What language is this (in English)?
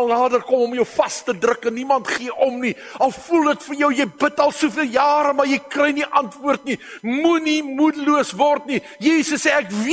Afrikaans